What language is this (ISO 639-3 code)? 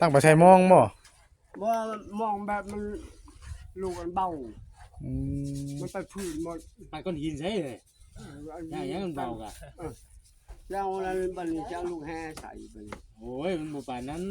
tts